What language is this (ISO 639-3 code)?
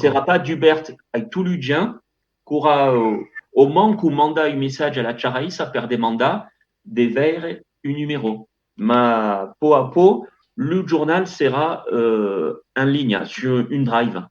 oci